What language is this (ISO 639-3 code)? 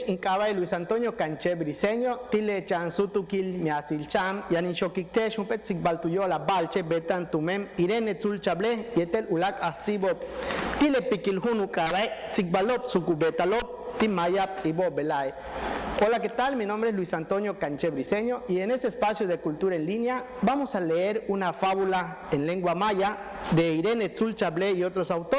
yua